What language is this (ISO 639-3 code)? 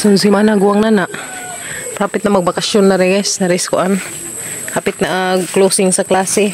ceb